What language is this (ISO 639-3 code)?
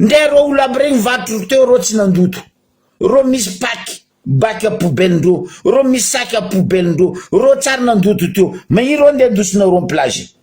mlg